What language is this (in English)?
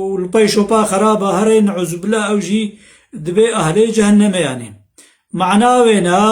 Kurdish